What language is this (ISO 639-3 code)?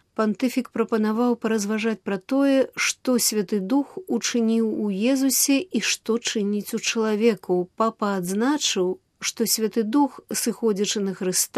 bel